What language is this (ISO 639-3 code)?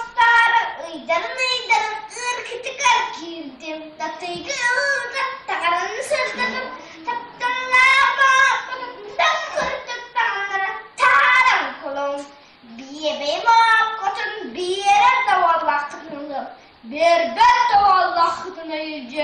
sah